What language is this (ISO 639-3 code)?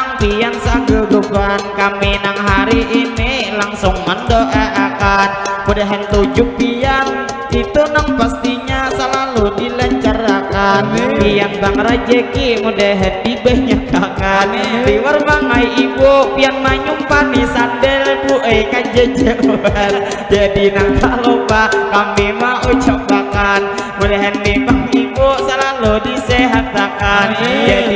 bjn